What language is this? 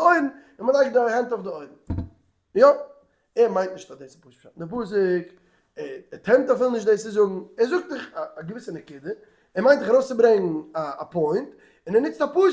Yiddish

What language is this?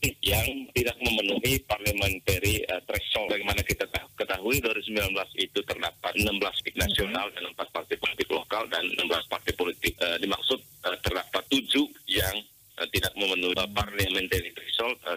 Indonesian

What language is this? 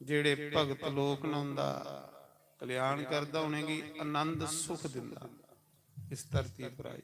Dogri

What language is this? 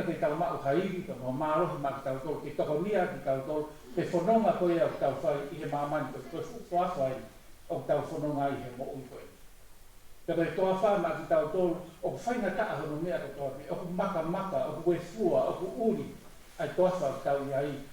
Tongan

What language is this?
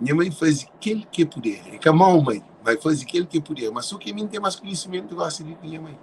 Kabuverdianu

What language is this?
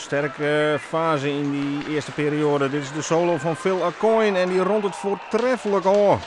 Western Frisian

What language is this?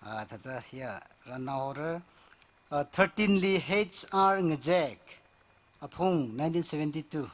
Tangkhul Naga (India)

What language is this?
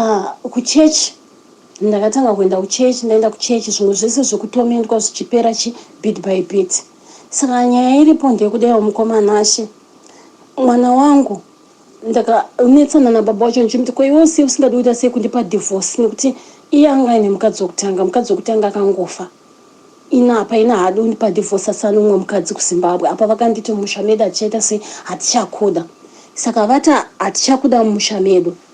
Shona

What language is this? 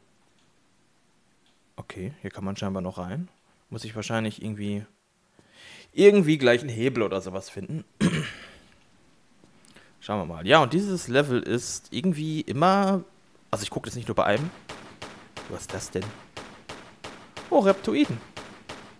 German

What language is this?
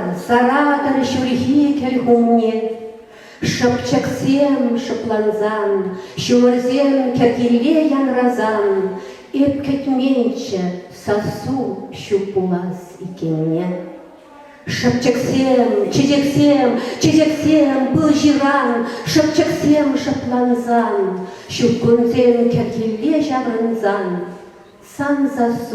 Chuvash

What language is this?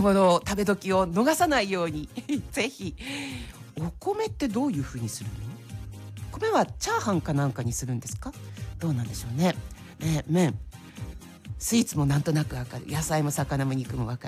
Japanese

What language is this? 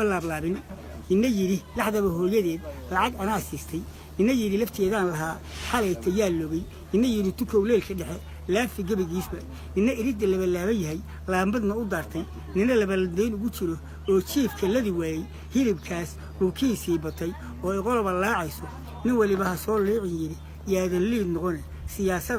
Somali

